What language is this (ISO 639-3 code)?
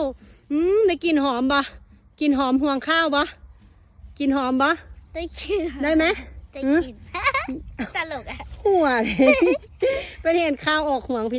tts